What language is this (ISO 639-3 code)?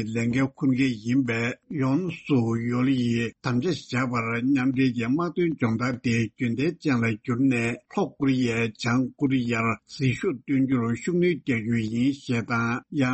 bod